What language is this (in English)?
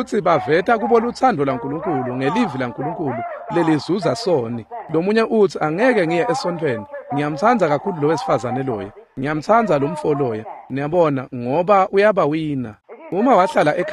Swati